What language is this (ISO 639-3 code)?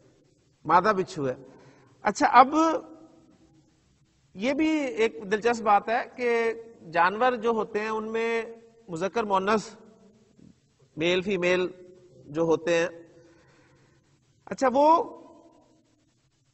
urd